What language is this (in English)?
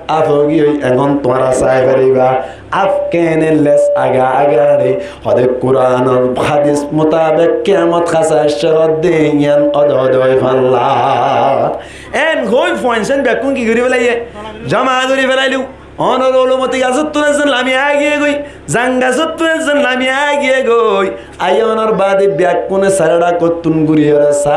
Rohingya